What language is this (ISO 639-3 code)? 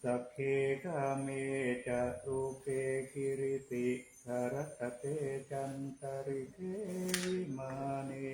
pli